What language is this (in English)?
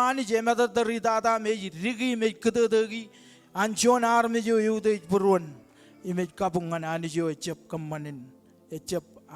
Marshallese